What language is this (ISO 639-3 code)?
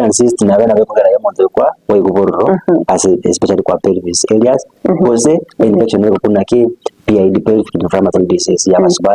guz